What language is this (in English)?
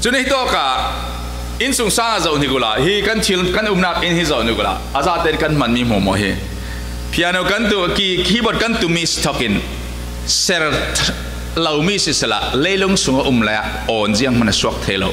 Falam Chin